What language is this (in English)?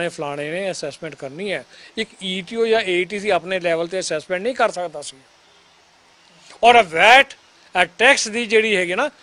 Punjabi